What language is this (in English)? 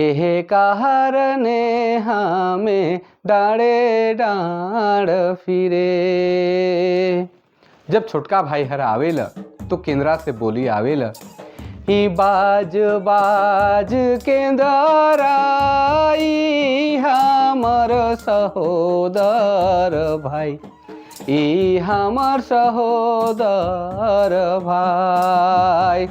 Sadri